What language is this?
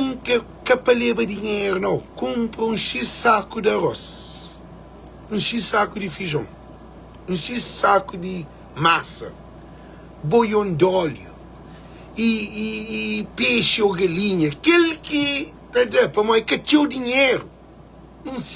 Kabuverdianu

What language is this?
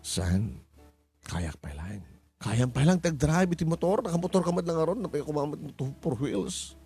Iloko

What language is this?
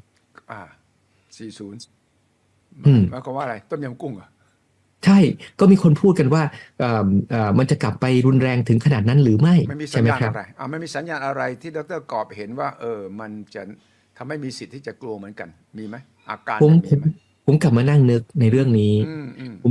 Thai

